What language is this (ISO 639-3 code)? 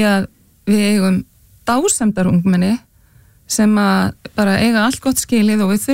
isl